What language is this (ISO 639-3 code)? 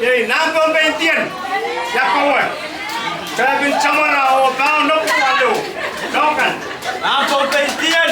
pon